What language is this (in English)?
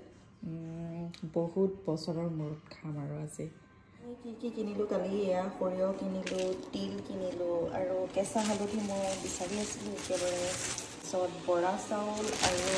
Assamese